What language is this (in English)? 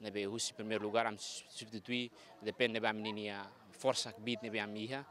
Tetum